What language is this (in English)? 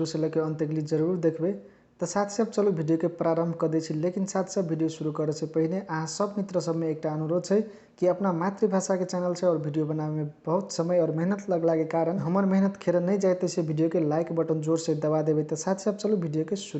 Maithili